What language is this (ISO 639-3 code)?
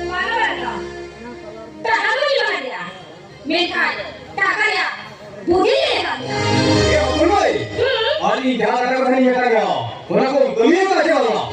sat